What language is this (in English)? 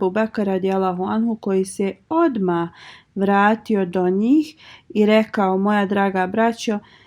Bosnian